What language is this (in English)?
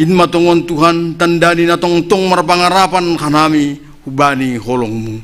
Batak Simalungun